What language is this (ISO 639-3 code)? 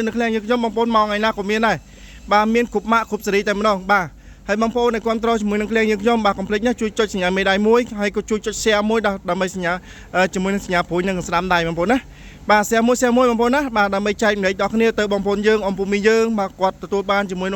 khm